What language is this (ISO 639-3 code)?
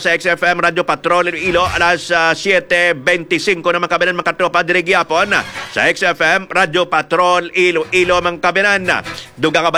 hil